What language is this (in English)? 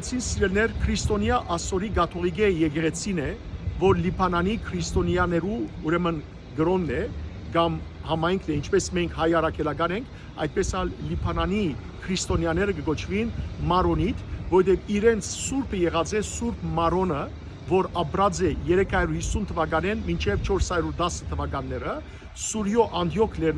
Western Armenian